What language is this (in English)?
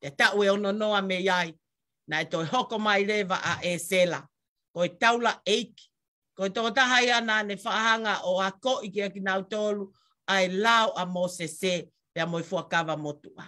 Tongan